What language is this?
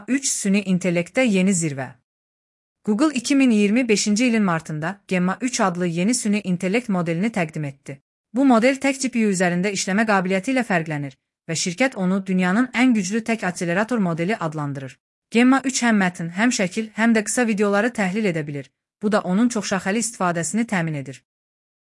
Azerbaijani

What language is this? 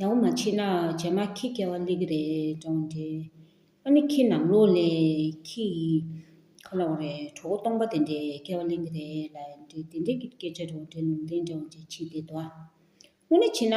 Tibetan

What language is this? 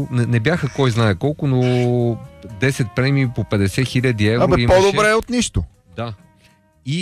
Bulgarian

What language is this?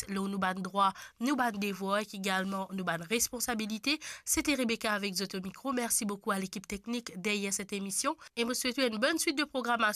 Morisyen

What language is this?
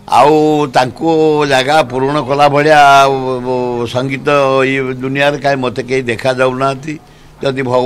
Odia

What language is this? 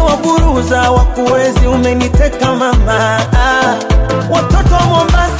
Swahili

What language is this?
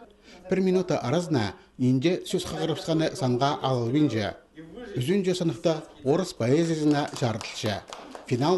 Khakas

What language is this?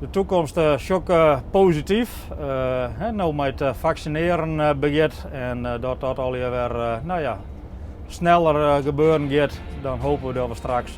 Western Frisian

